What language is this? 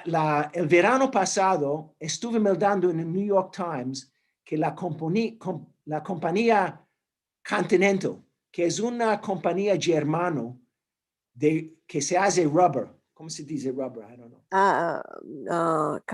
Ladino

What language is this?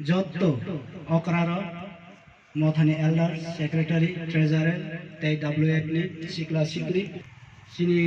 Kok Borok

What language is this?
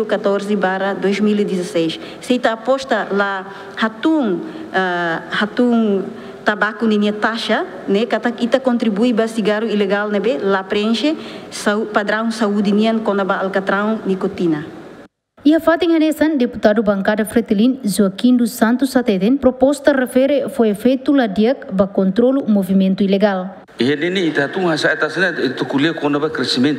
Tetum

